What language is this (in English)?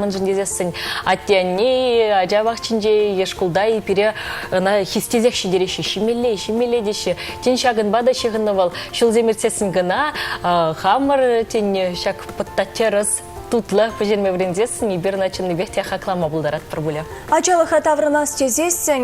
Chuvash